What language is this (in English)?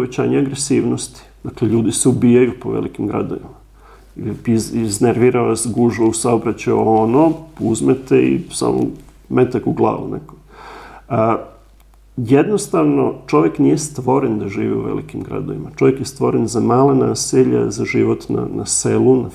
Serbian